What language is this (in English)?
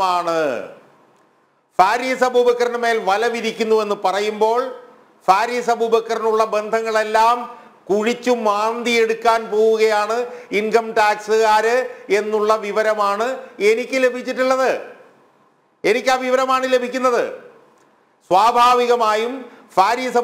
Malayalam